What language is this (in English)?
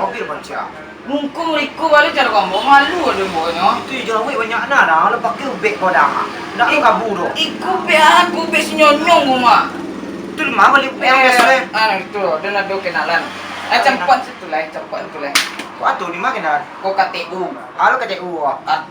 Minangkabau